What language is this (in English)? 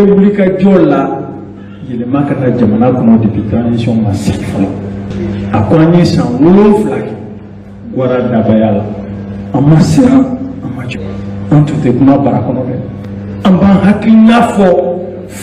Bambara